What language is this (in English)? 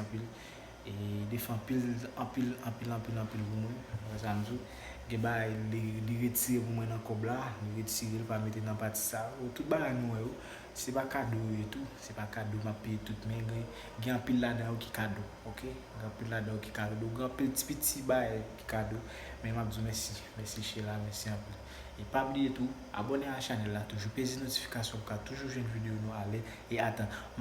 Haitian Creole